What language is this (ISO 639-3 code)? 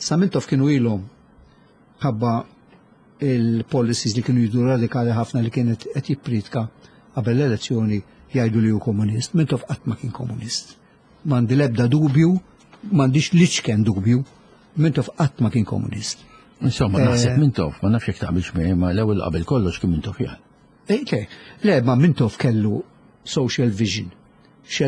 mlt